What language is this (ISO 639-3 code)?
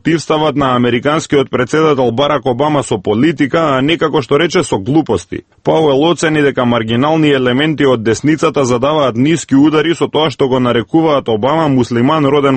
mkd